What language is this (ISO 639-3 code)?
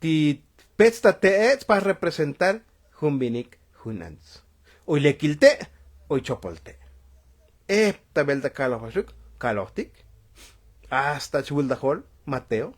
tzo